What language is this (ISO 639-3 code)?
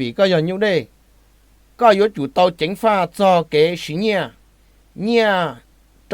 hmn